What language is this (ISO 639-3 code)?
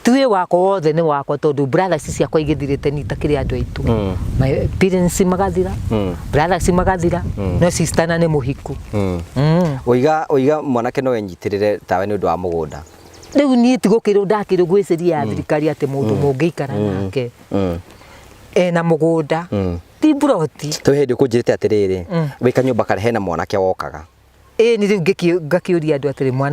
kik